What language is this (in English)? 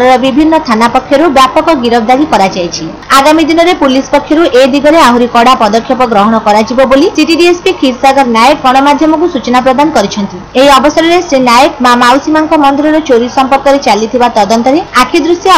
Odia